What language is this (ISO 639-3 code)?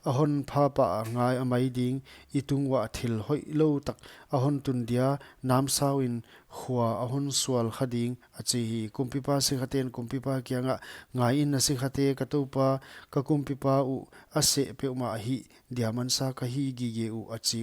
pck